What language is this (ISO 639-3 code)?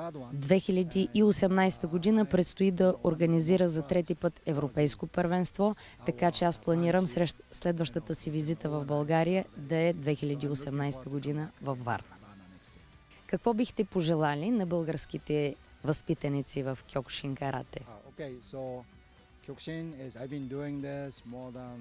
bul